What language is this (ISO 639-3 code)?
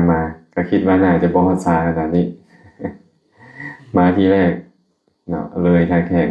lao